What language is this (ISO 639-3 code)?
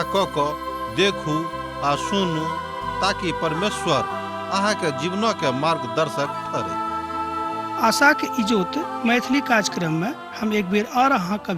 mai